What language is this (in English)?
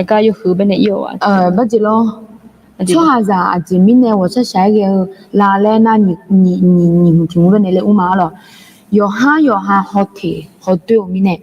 Akha